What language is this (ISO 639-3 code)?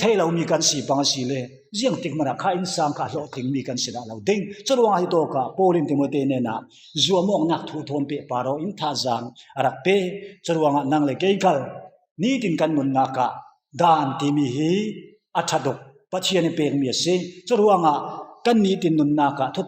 cfm